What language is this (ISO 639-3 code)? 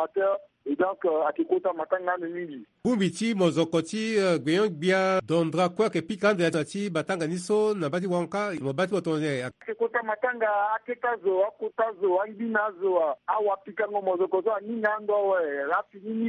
sag